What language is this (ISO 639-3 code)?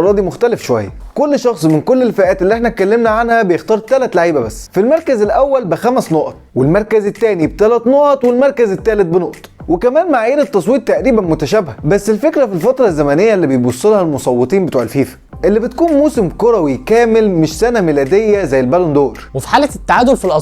arz